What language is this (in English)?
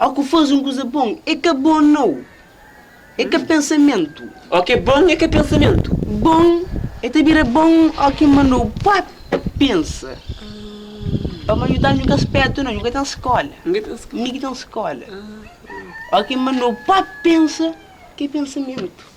Kabuverdianu